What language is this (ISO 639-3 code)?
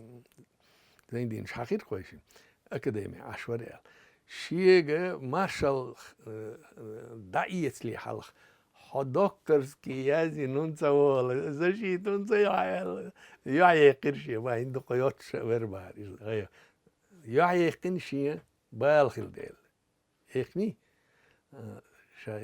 che